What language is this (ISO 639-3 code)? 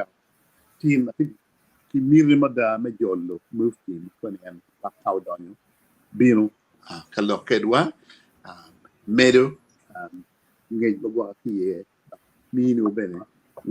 ach